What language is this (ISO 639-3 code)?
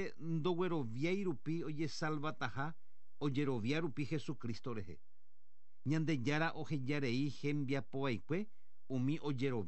grn